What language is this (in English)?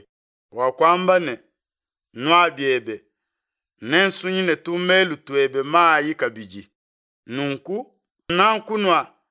Luba-Lulua